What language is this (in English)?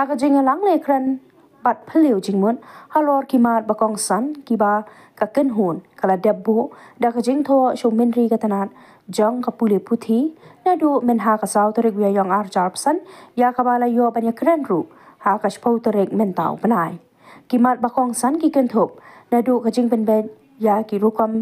Khasi